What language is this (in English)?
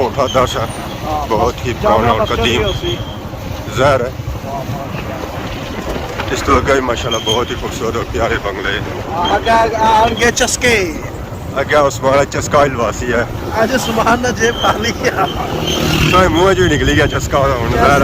Pahari-Potwari